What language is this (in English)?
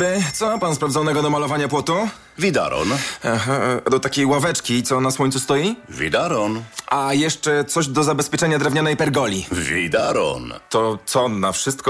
Polish